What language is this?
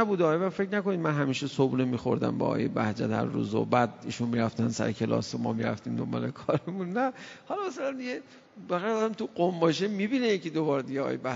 Persian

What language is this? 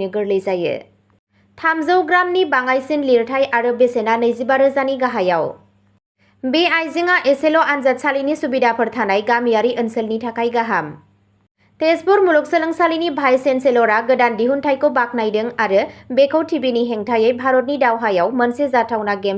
Bodo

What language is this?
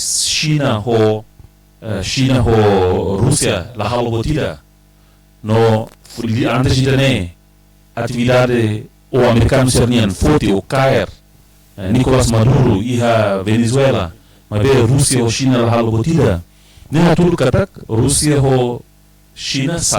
Tetum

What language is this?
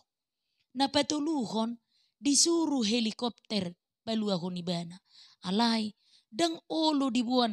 Batak Toba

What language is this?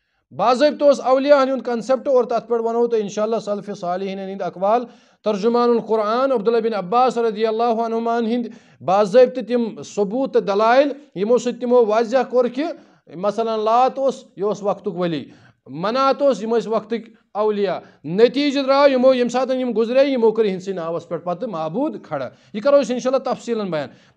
Kashmiri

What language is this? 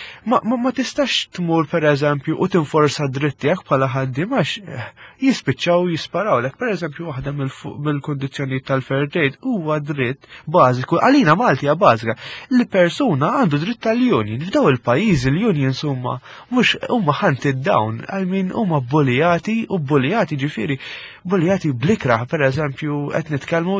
Maltese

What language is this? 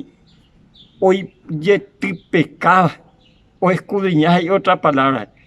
Guarani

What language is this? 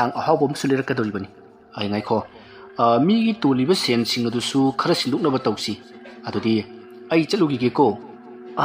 Manipuri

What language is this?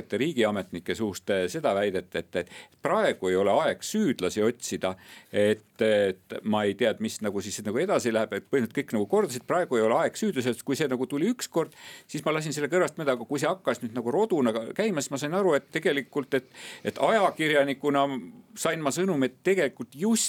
Estonian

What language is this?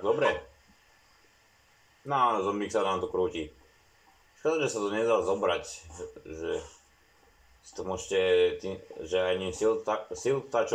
Slovak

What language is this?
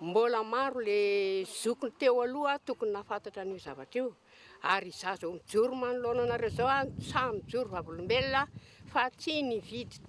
Malagasy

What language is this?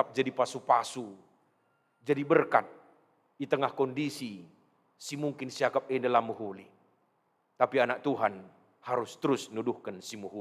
Batak Karo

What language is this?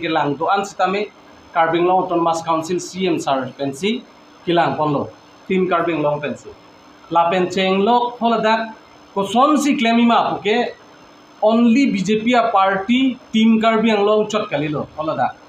Karbi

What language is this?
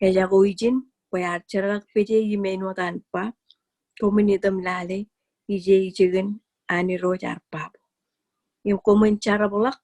Marshallese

